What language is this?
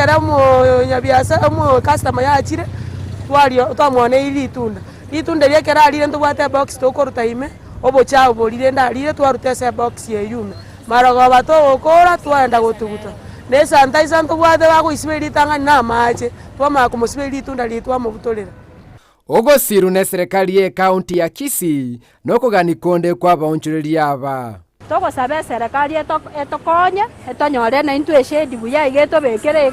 Gusii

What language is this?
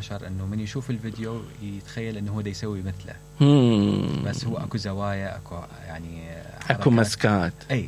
Mesopotamian Arabic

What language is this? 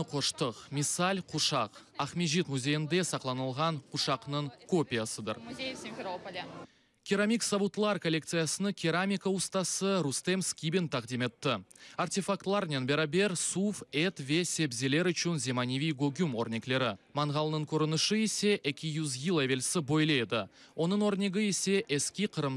Crimean Tatar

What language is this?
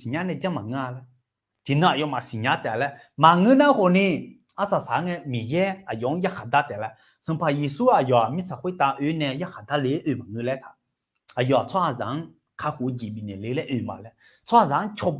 Akha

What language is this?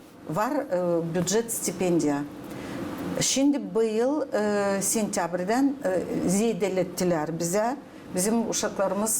Gagauz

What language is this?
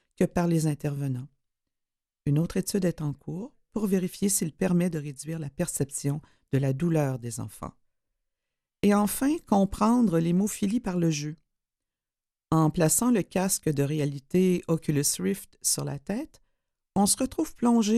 French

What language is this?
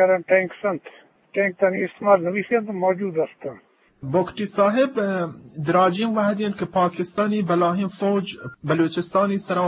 Eastern Balochi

